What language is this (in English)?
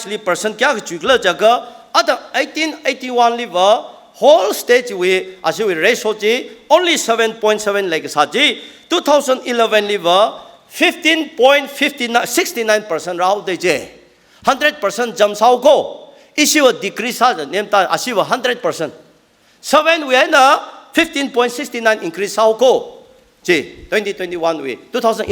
Tangkhul Naga (India)